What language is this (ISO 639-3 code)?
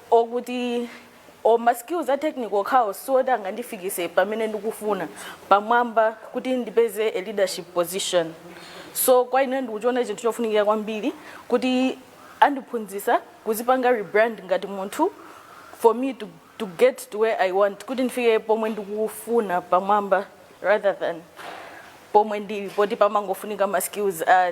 nya